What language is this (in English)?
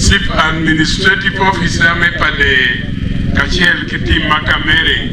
Acoli